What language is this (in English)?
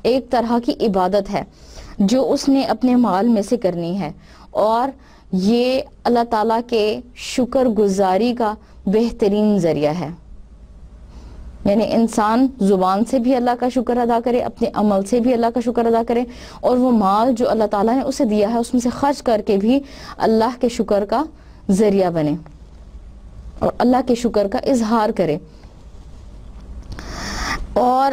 Urdu